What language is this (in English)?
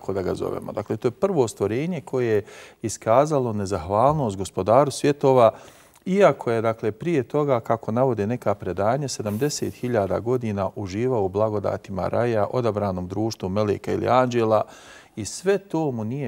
Bosnian